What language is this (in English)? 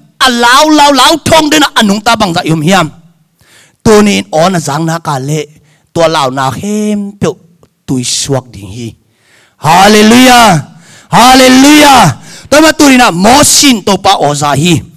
Tedim Chin